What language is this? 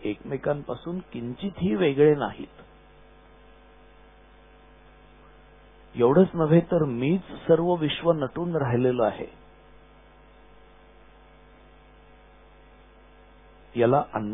Marathi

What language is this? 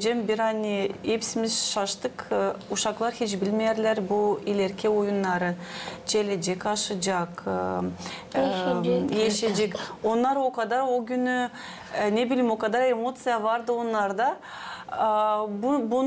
Gagauz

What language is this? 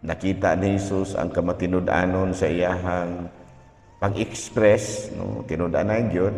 Cebuano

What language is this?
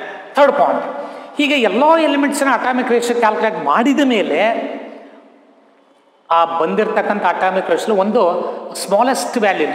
Kannada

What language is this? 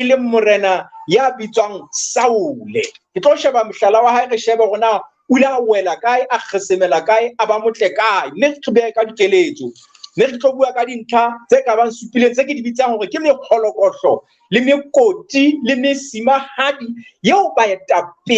Southern Sotho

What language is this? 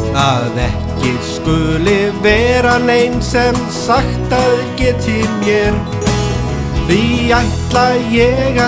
Icelandic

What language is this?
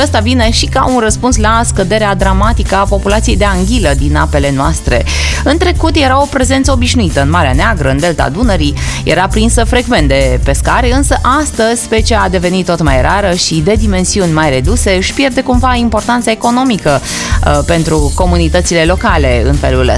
Romanian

